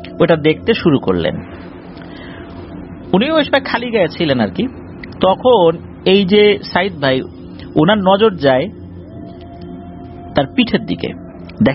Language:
Bangla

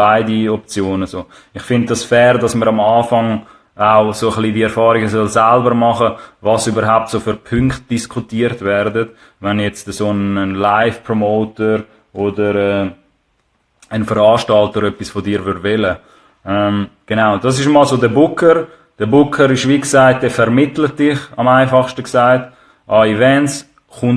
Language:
Swiss German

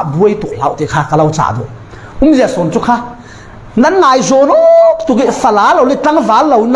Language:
Falam Chin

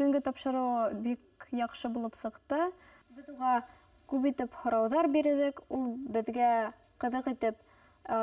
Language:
Bashkir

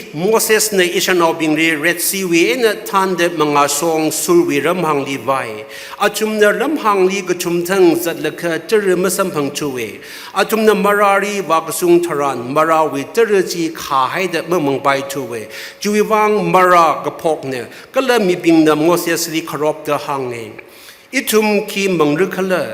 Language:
Tangkhul Naga (India)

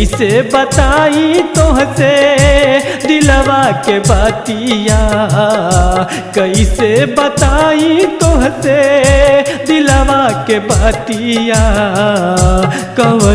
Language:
Bhojpuri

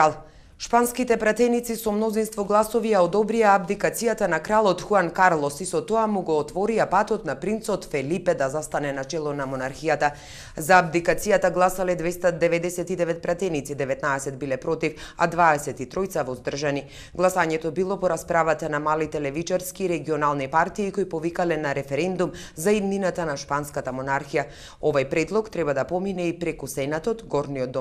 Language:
Macedonian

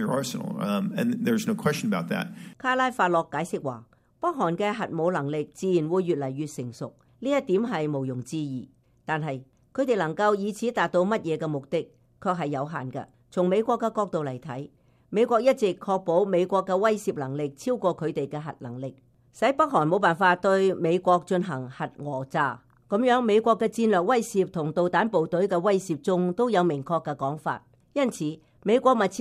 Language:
Cantonese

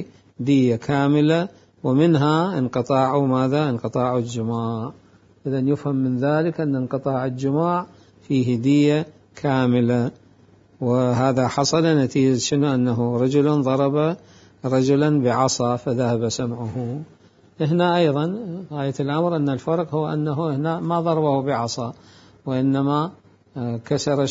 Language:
Mesopotamian Arabic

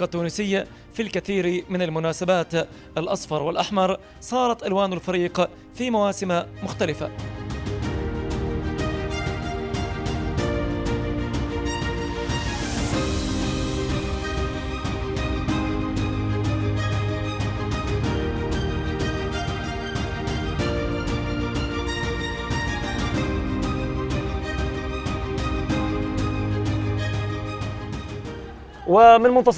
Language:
Arabic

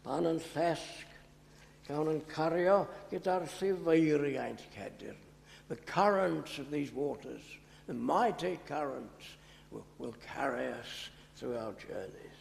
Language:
Welsh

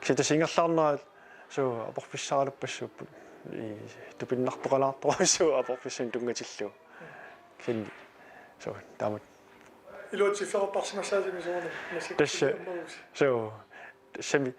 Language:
Kalaallisut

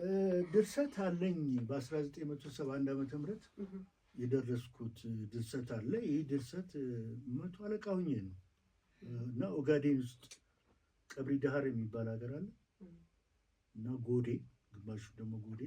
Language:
Amharic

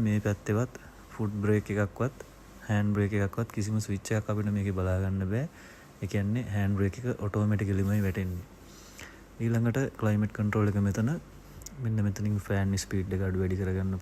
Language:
Sinhala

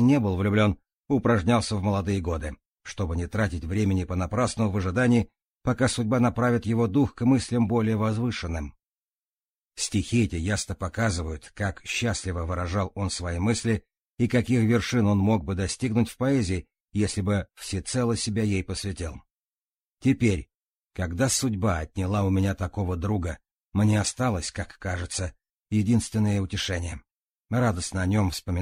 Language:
Russian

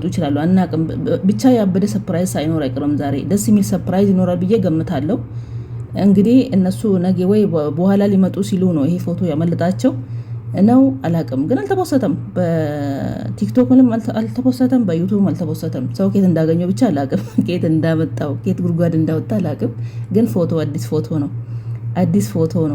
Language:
Amharic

